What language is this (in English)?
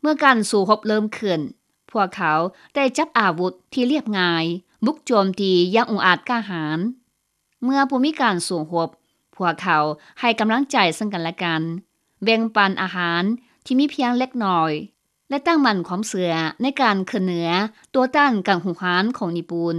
Lao